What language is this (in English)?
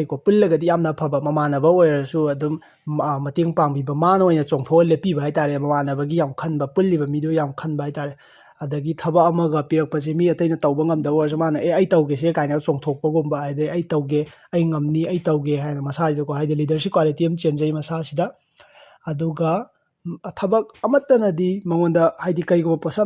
Manipuri